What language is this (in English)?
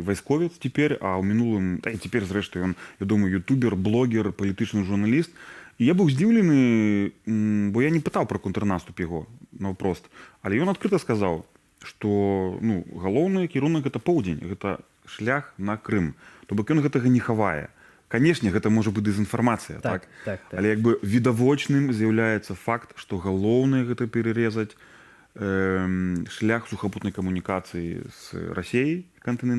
Belarusian